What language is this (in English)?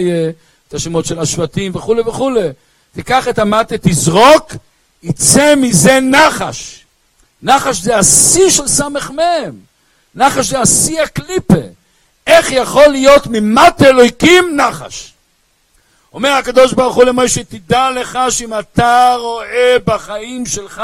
Hebrew